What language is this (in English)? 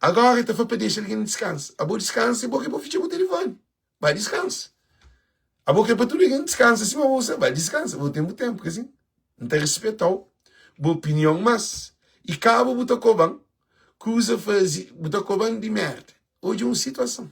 Kabuverdianu